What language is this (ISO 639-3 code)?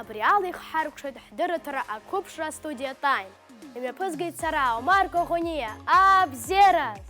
abk